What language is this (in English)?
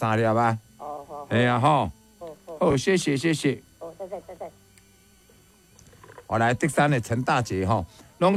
Min Nan Chinese